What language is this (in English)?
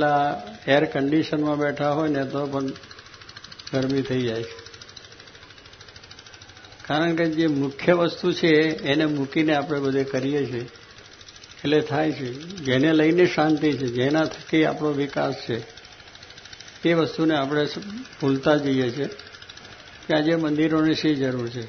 Gujarati